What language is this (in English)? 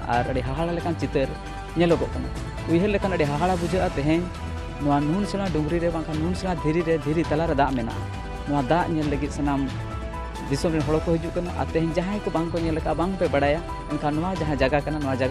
Santali